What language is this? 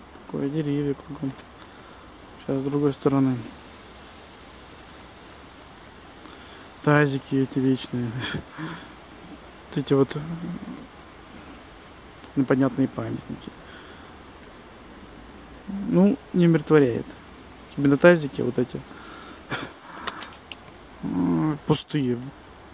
Russian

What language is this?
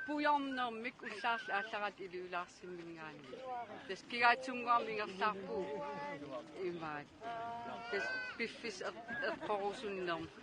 Kalaallisut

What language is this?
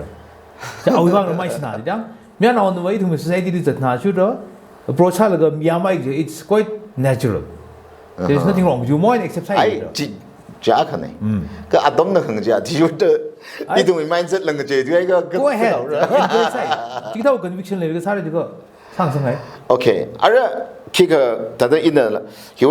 Tangkhul Naga (India)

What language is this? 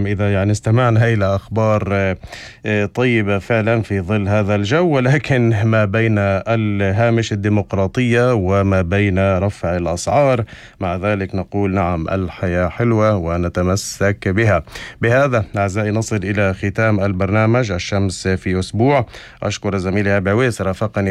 North Levantine Arabic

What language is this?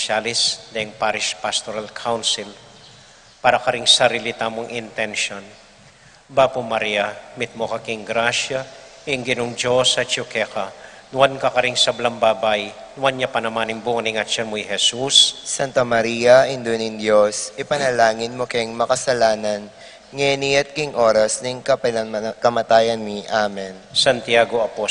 Pampanga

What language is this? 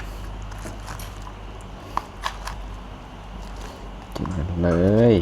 Lao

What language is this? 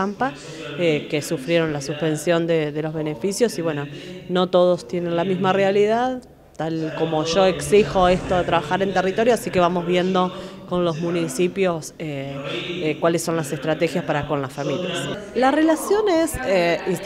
Spanish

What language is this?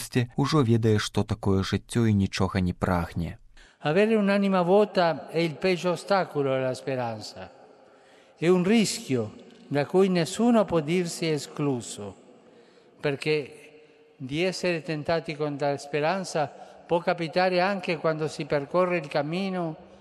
Belarusian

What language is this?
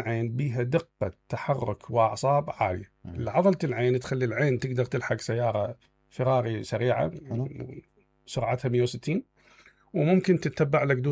Mesopotamian Arabic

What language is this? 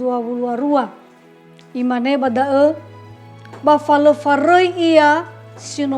Nias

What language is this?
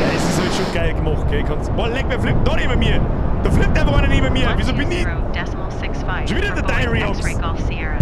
Bavarian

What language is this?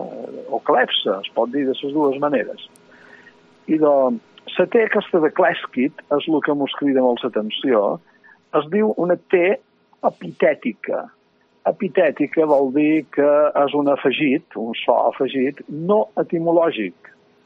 Catalan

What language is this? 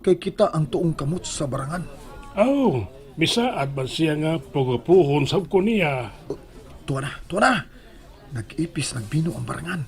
Cebuano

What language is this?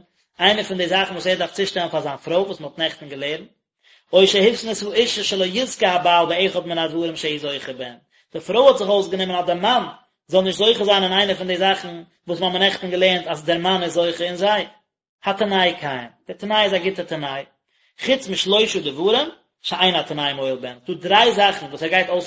Yiddish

